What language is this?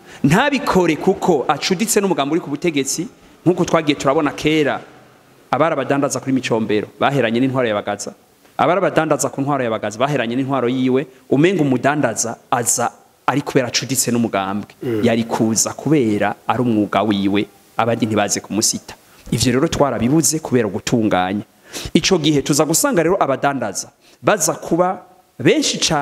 Rundi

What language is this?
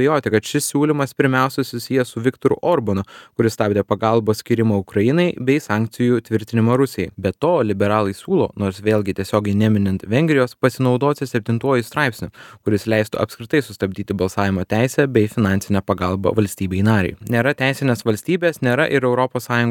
Lithuanian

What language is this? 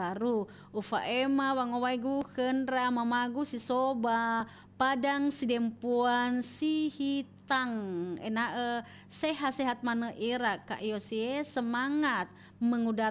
Nias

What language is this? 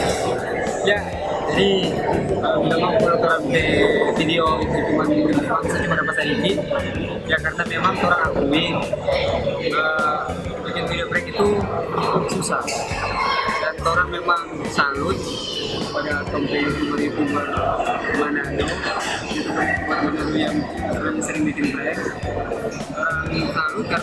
Manado Malay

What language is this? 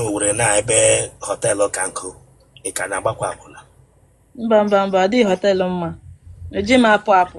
Igbo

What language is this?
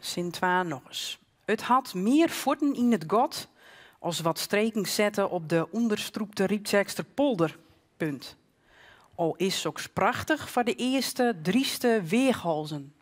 Western Frisian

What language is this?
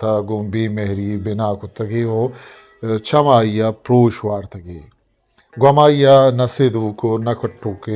Eastern Balochi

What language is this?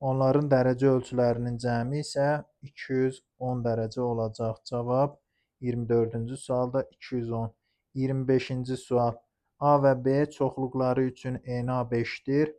Azerbaijani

